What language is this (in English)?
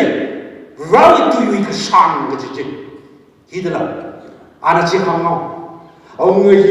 Tangkhul Naga (India)